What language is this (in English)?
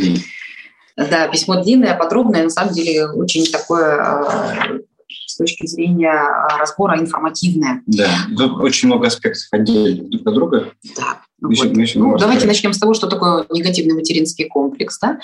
Russian